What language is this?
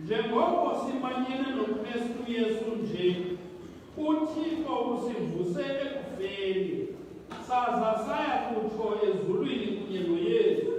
Xhosa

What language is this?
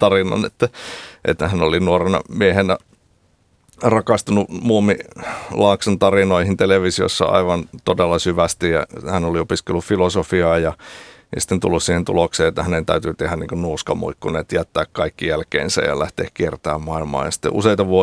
Finnish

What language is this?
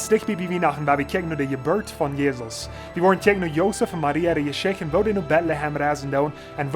Plautdietsch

